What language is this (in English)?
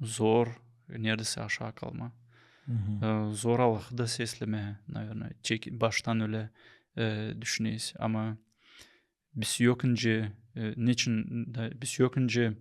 Gagauz